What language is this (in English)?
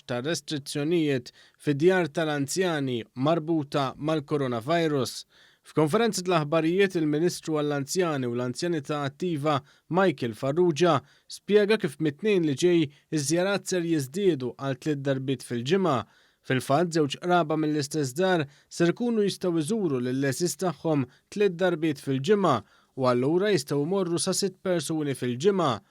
Maltese